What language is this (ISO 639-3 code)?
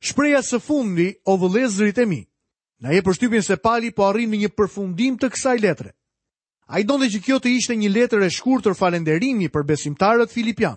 sqi